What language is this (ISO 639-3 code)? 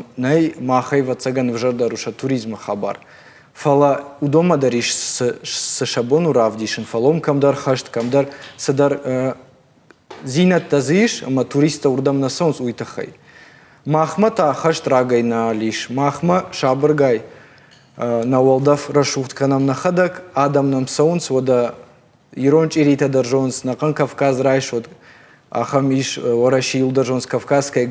oss